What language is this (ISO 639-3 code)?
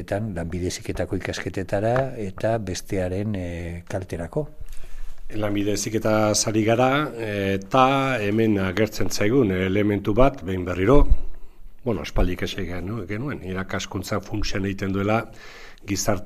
eus